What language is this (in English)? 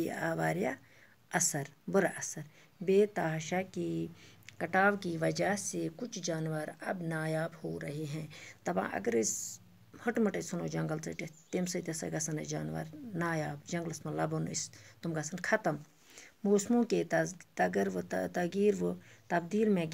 Kashmiri